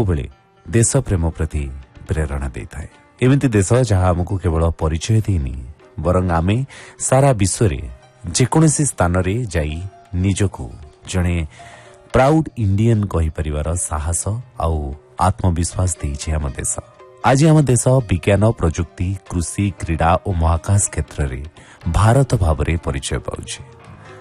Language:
Odia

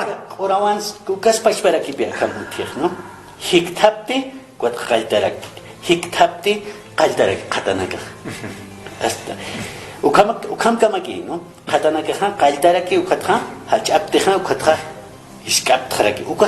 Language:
Aymara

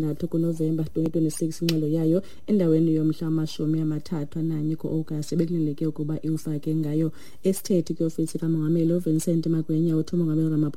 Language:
Xhosa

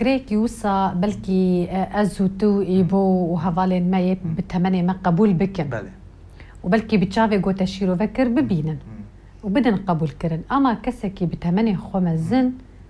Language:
Kurdish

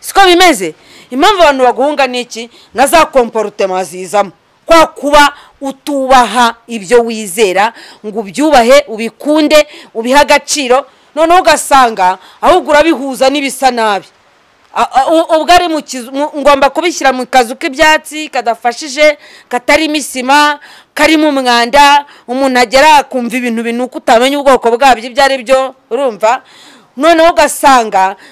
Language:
Kinyarwanda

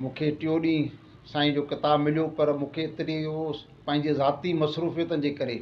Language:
Sindhi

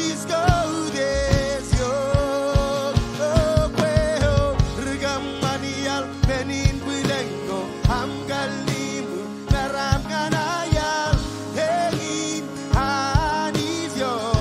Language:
Marshallese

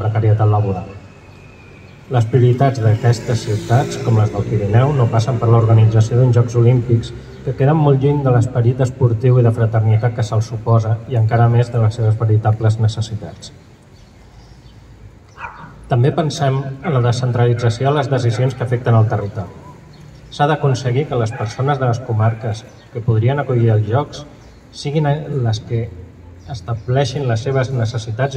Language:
Catalan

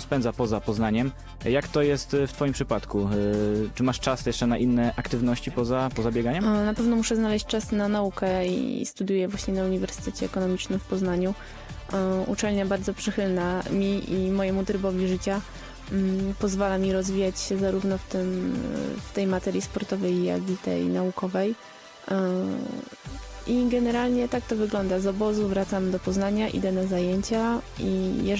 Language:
Polish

